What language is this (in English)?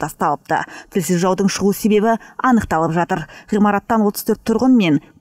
Kazakh